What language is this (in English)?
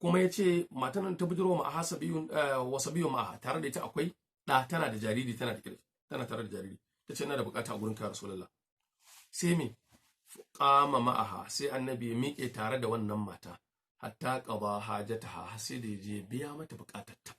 Hausa